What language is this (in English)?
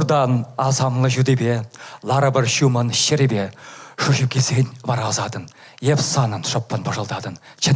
Chuvash